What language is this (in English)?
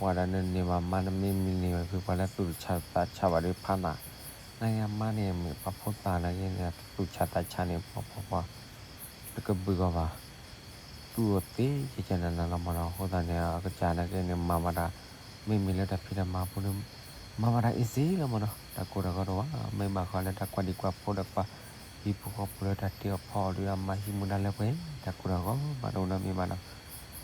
S'gaw Karen